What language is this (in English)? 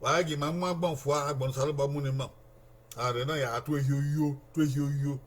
Bini